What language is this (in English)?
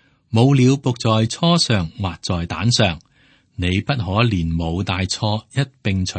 Cantonese